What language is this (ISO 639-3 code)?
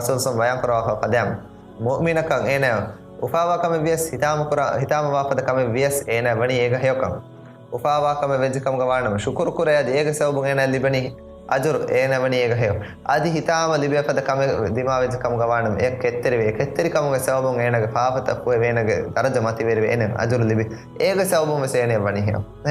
div